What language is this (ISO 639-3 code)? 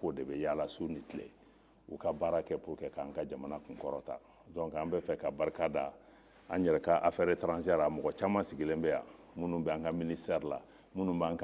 bam